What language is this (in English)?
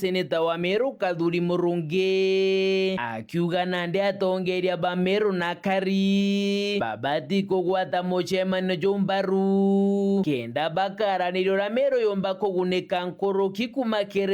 Meru